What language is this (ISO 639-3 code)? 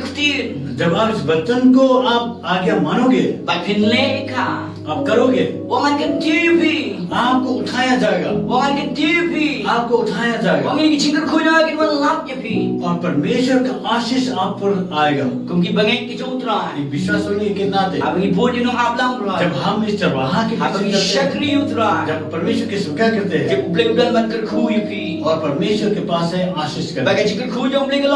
kha